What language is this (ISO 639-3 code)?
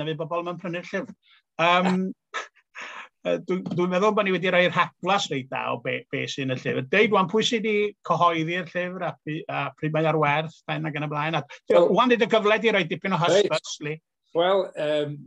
cym